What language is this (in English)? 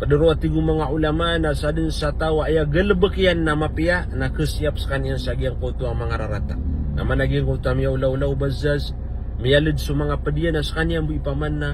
Maranao